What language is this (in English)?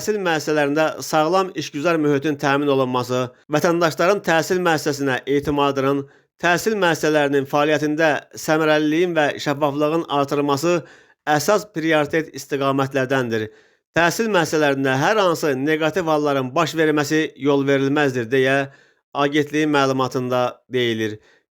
Azerbaijani